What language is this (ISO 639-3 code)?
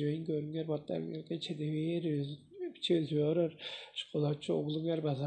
tyv